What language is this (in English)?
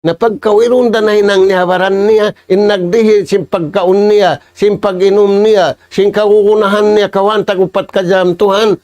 Tausug